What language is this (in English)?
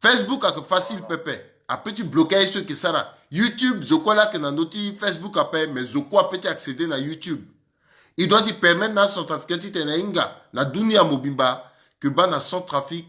Sango